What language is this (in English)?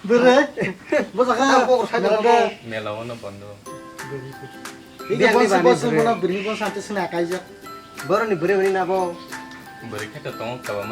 Kok Borok